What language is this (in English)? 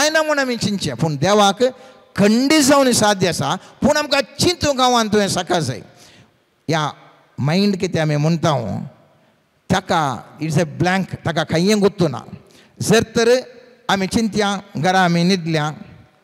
Konkani